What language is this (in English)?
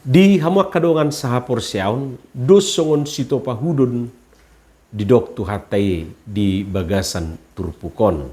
Batak Toba